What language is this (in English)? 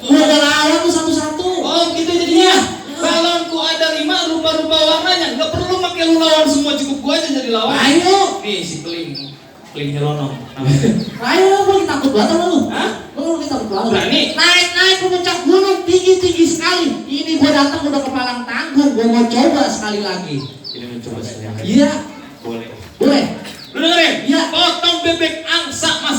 Betawi